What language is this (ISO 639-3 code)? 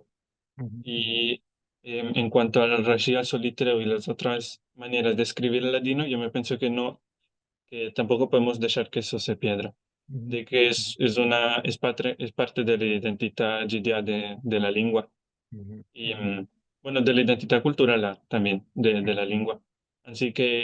lad